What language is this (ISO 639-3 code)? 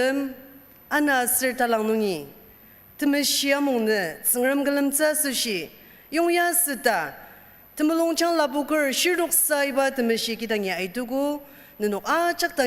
njo